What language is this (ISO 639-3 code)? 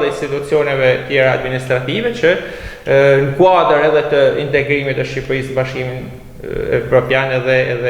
sqi